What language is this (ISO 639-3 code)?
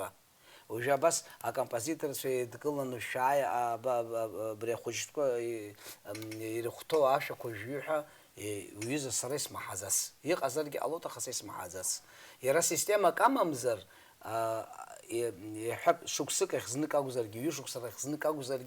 abk